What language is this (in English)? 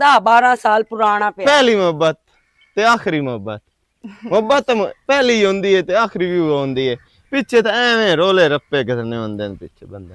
Western Panjabi